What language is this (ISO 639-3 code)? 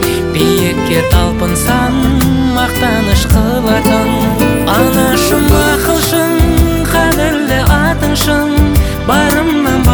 kaz